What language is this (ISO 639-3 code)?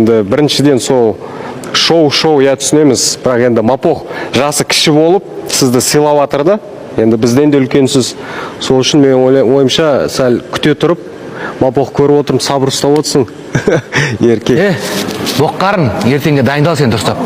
kaz